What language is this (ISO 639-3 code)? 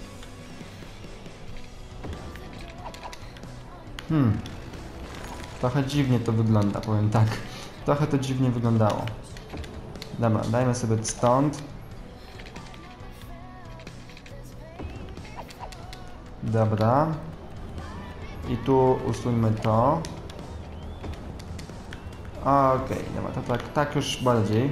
pol